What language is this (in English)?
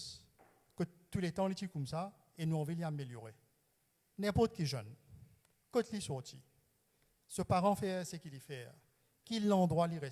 Morisyen